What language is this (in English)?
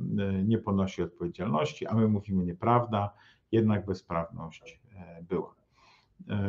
Polish